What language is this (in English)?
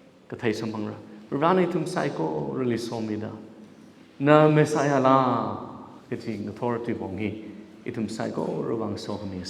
Tangkhul Naga (India)